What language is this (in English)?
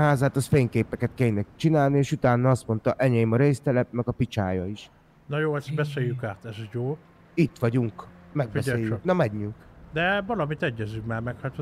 Hungarian